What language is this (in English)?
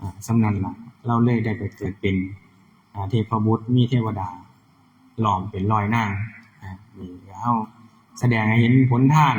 Northeastern Thai